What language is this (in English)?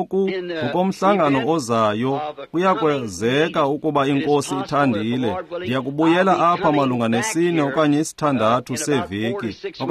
Xhosa